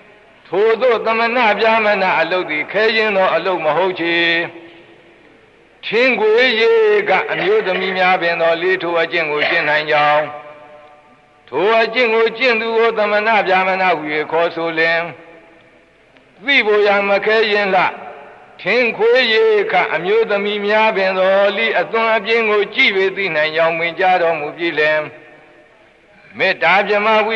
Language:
Burmese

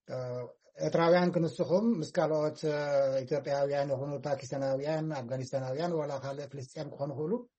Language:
Tigrinya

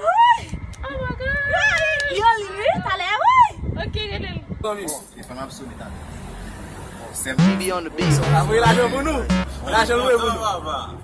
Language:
Haitian Creole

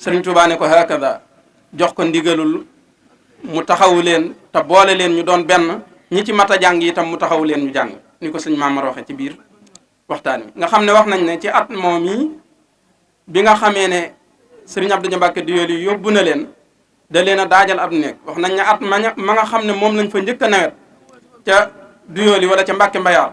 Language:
Wolof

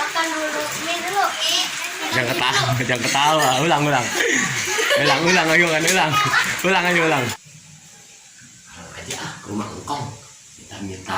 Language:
Betawi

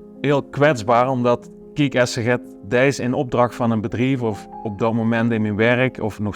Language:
Limburgish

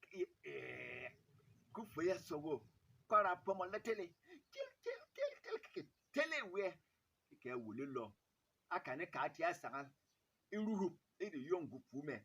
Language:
Berom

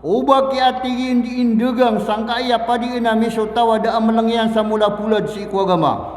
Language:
Maranao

